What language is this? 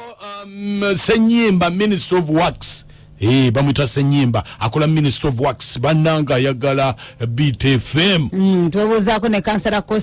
Ganda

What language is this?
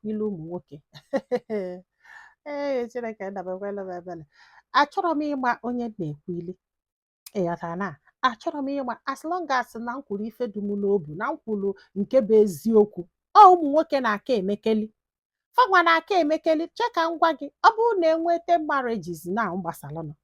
Igbo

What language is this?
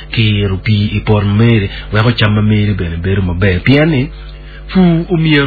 Acoli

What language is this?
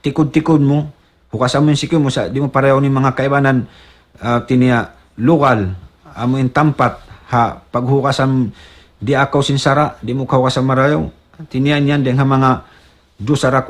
Tausug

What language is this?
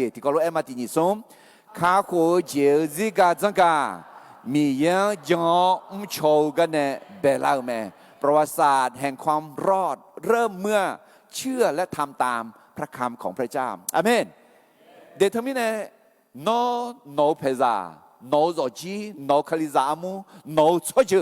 Akha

